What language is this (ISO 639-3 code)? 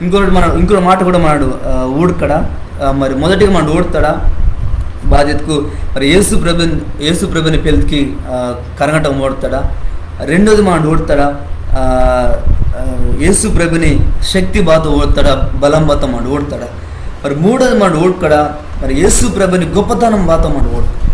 kff